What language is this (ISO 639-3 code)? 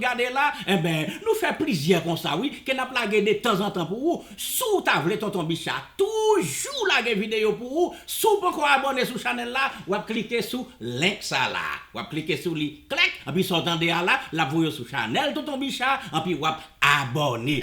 hat